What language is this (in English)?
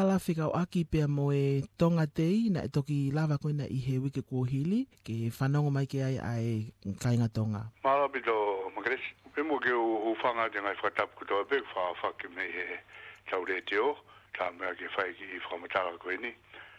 Tongan